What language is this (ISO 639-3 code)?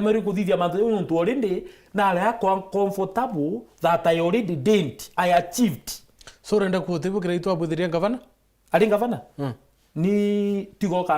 mer